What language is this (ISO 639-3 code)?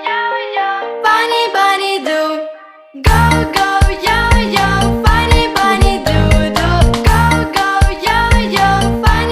msa